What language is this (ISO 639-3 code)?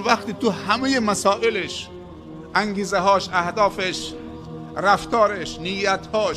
fas